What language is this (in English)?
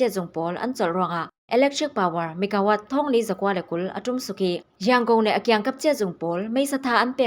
Falam Chin